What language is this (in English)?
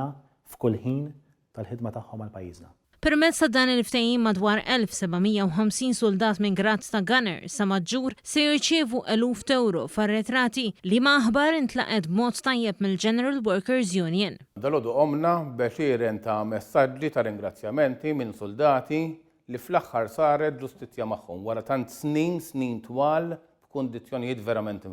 Maltese